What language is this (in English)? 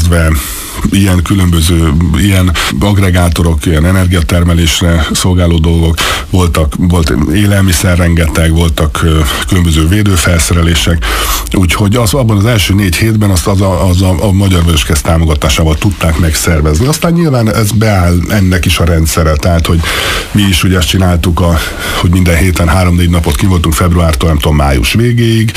Hungarian